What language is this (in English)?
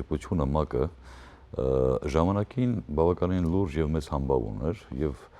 Western Armenian